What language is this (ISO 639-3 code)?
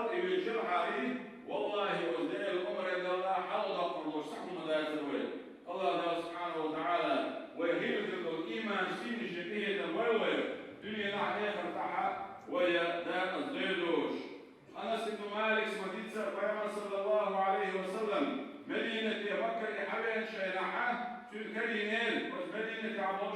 che